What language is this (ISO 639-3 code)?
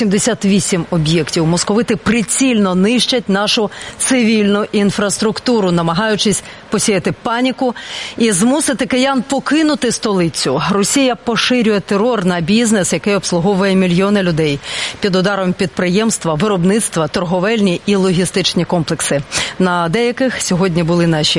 ukr